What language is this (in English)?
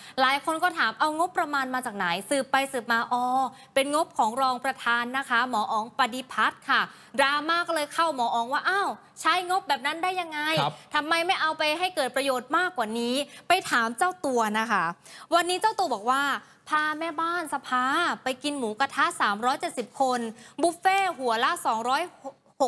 Thai